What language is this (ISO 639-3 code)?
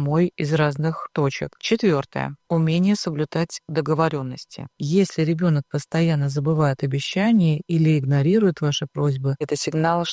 rus